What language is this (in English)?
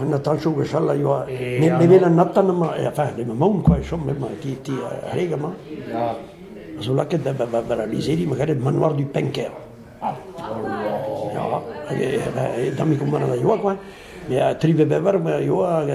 Breton